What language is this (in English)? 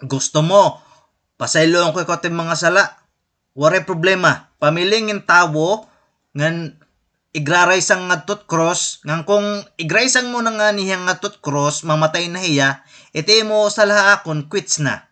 Waray